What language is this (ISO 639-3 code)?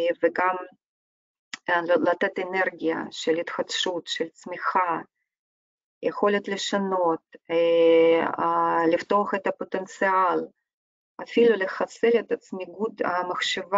heb